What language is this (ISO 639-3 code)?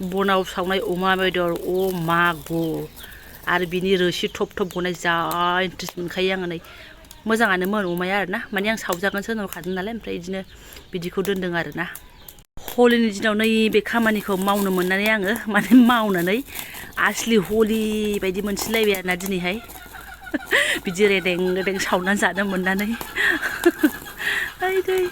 brx